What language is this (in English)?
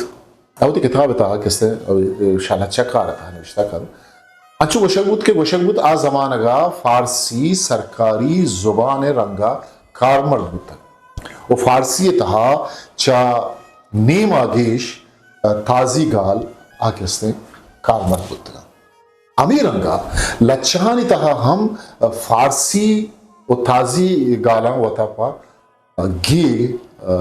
Eastern Balochi